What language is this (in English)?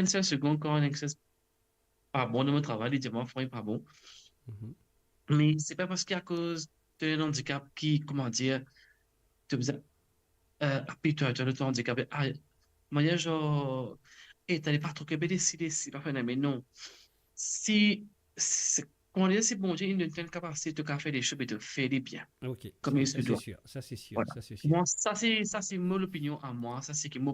Morisyen